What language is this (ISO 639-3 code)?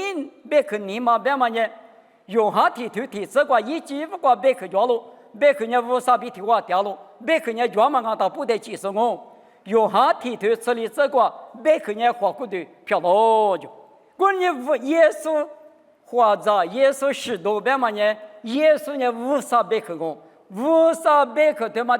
lis